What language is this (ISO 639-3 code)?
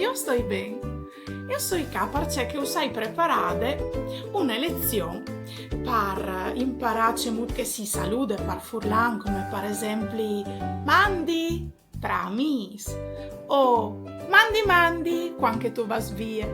fur